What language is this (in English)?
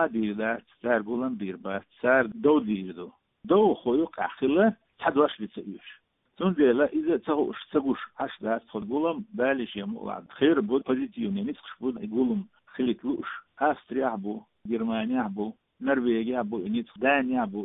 Chechen